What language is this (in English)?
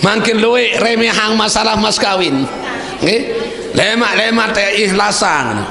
Sasak